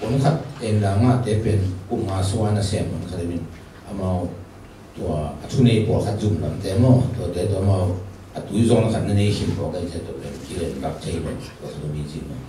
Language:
Tedim Chin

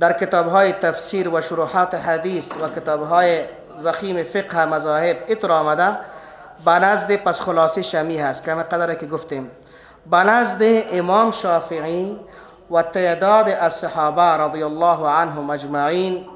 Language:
Persian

